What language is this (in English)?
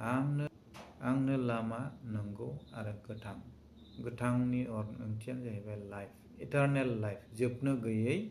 Bodo